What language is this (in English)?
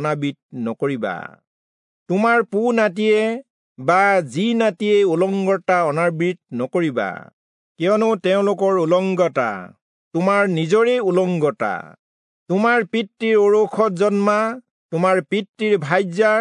Assamese